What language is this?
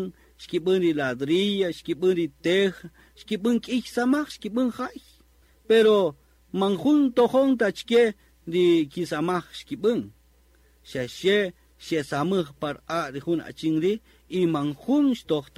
Kaqchikel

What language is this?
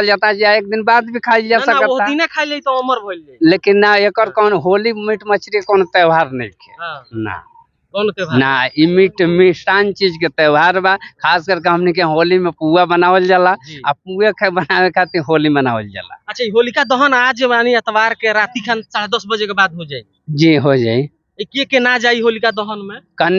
Bhojpuri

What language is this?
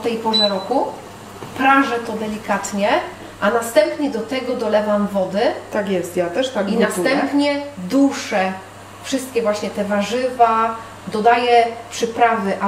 Polish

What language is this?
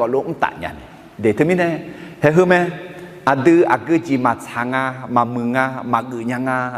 Akha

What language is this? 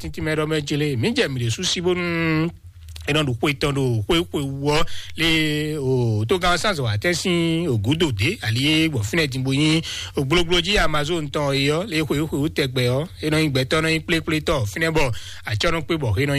Fon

